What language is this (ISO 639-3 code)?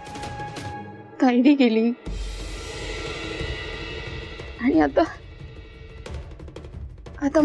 mar